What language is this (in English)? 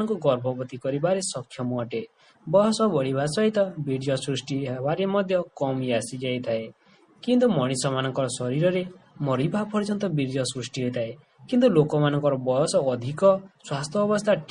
Odia